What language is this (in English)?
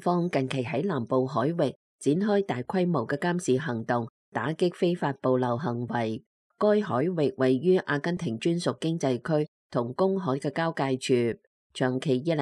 Cantonese